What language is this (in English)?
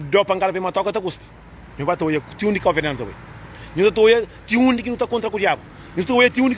Kabuverdianu